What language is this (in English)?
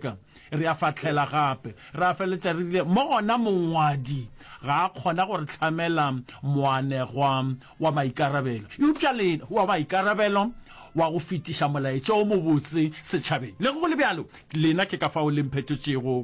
Northern Sotho